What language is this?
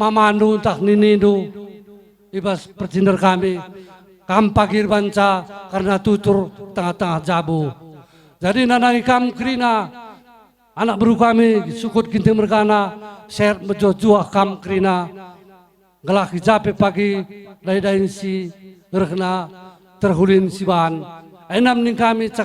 Batak Karo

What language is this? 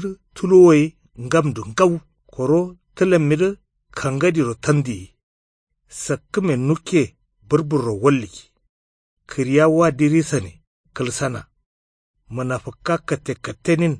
Kanuri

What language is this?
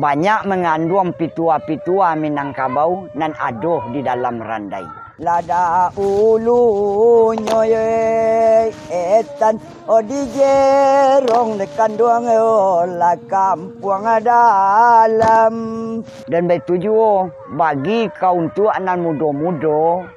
Minangkabau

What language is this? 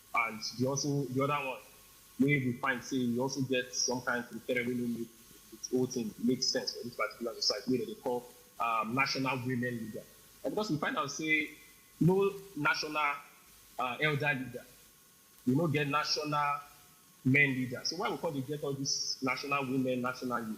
Nigerian Pidgin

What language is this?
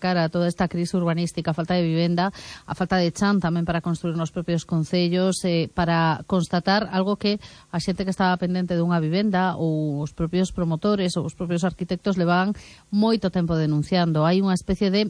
Galician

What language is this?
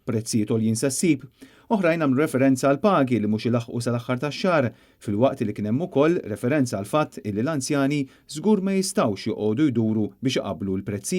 Maltese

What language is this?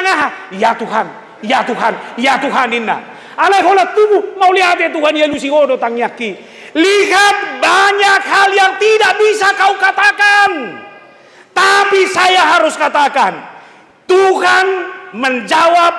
Batak Toba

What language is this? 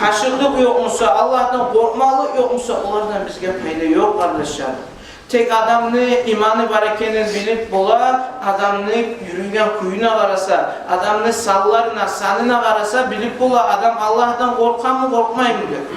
Kumyk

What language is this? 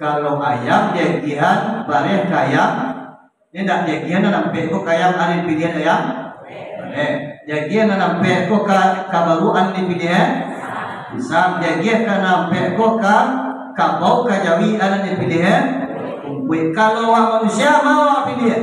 Minangkabau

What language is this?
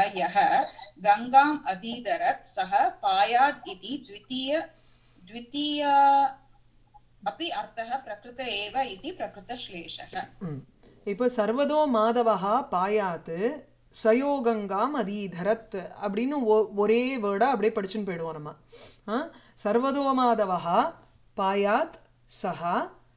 Tamil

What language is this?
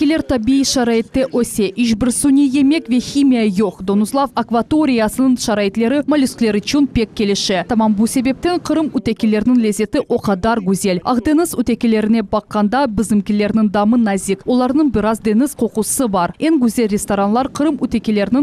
Crimean Tatar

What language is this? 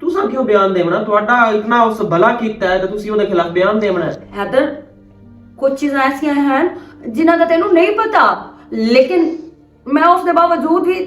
Western Panjabi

